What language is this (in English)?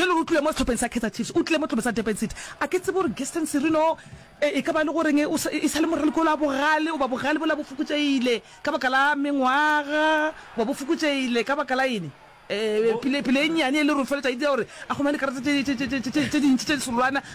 Northern Sotho